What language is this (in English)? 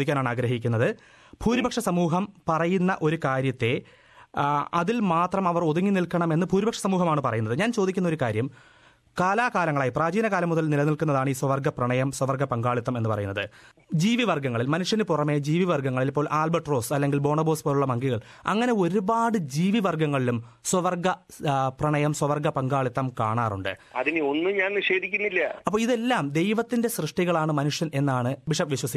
Malayalam